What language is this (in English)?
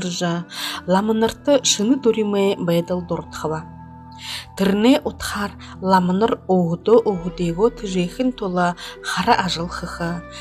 Buriat